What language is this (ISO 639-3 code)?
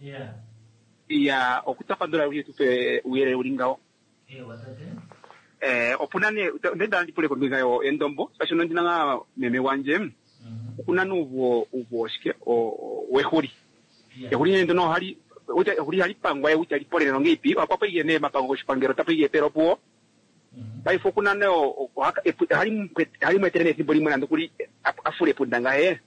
kua